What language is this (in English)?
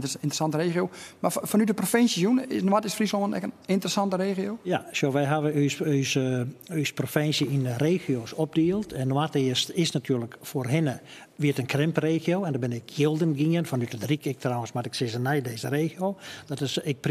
Western Frisian